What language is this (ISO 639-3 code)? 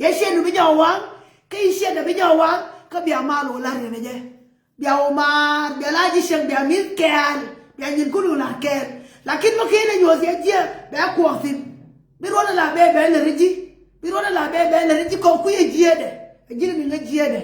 nus